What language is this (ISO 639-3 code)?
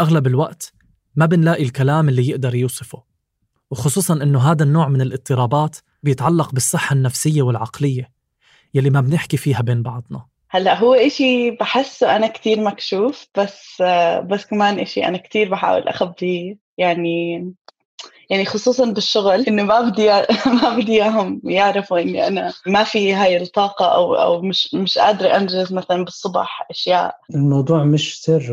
apc